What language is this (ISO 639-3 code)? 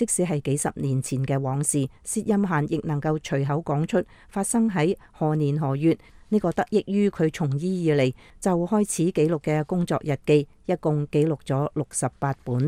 yue